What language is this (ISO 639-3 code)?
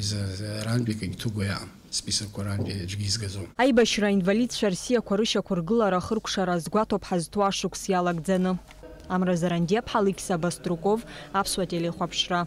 abk